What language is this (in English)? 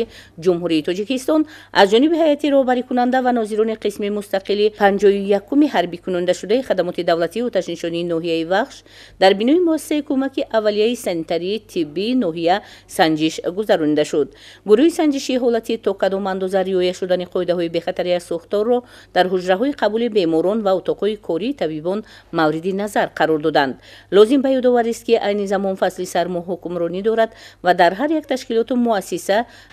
Tajik